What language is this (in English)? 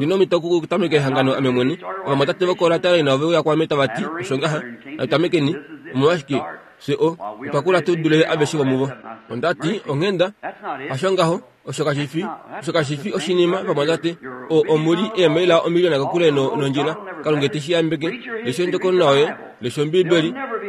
Kuanyama